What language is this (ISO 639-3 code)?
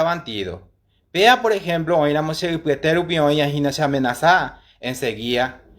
grn